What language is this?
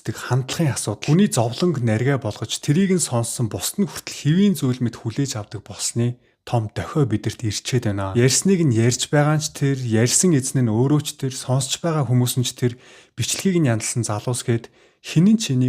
Mongolian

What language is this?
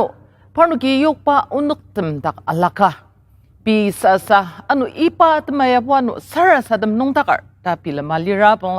Ao Naga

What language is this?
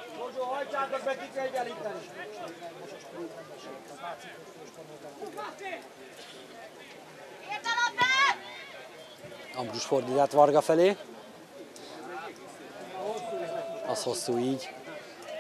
Hungarian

